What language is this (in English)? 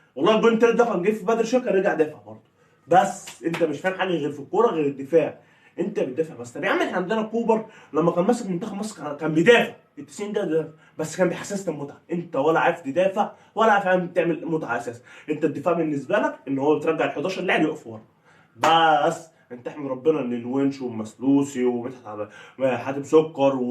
Egyptian Arabic